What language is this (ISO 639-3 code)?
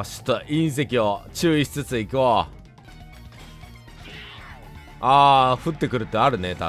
jpn